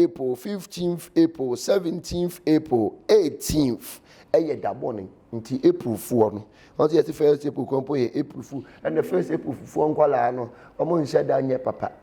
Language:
Akan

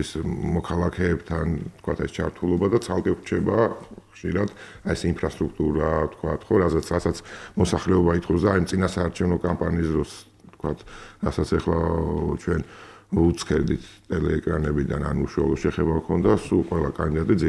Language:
Georgian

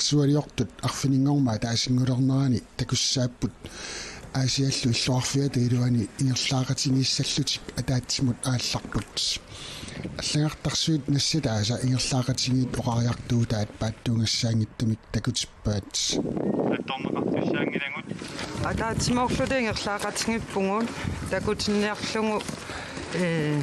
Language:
Kalaallisut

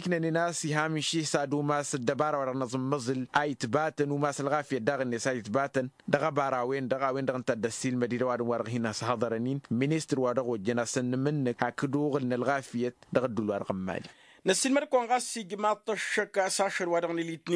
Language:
Tamasheq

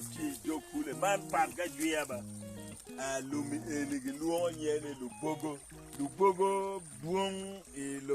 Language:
Acoli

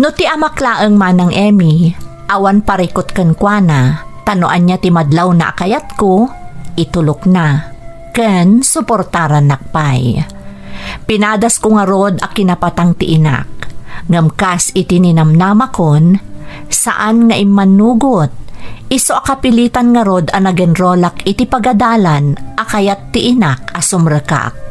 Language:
Iloko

